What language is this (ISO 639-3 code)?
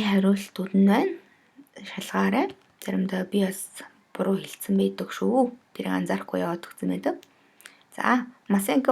mon